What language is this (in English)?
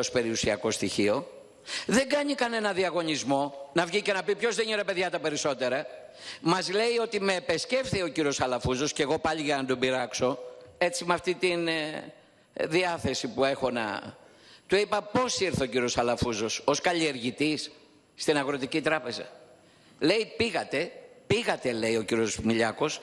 Greek